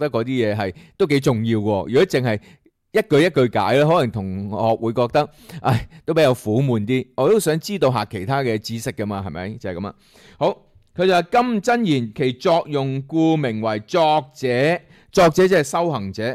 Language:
Cantonese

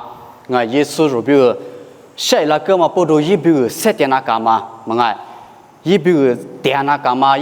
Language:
Lisu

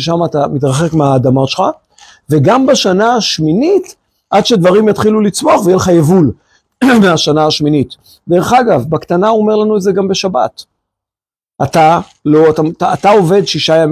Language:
Hebrew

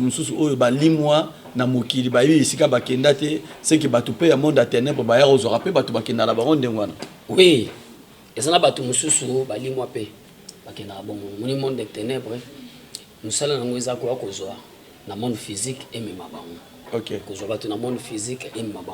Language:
Lingala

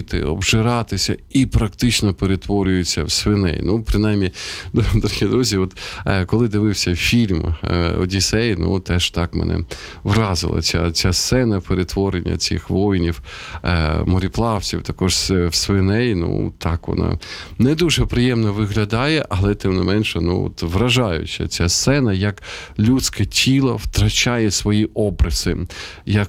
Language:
Ukrainian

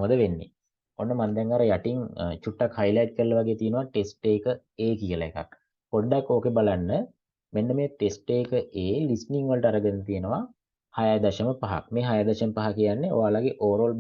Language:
Sinhala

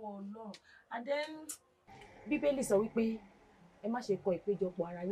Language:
Yoruba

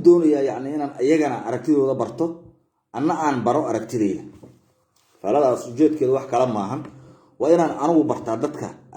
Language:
Somali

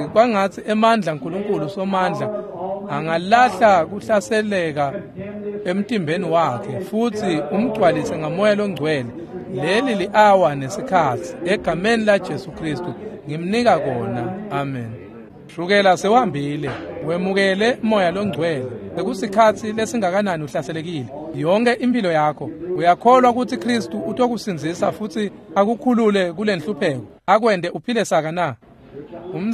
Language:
Swati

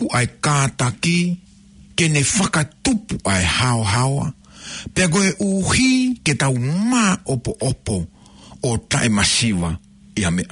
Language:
Tongan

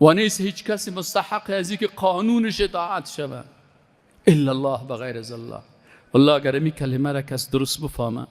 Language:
Persian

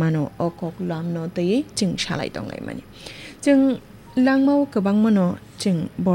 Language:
Kok Borok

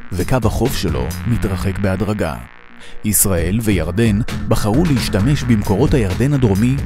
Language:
Hebrew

